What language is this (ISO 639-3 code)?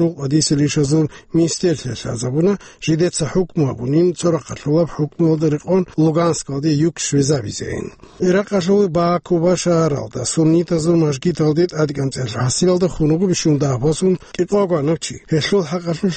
ava